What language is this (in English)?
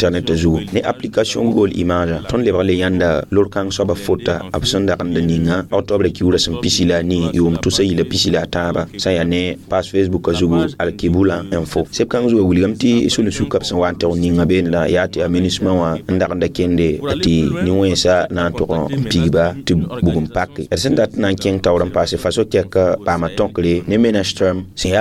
Mossi